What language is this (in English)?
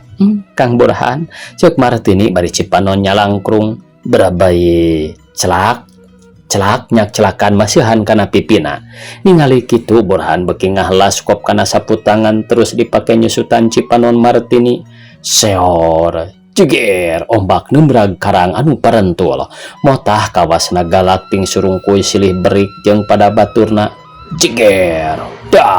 Sundanese